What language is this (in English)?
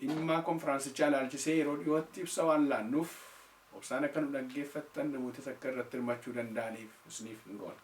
Oromo